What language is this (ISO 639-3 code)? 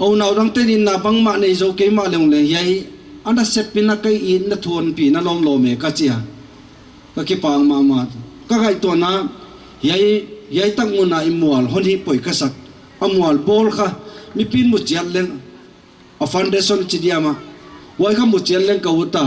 pck